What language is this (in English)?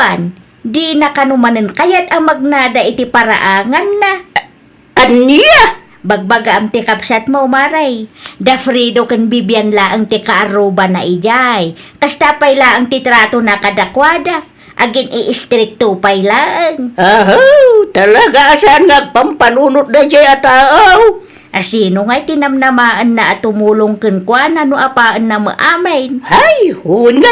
Iloko